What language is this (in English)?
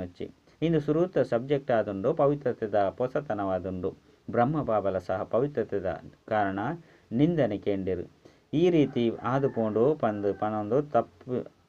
Tulu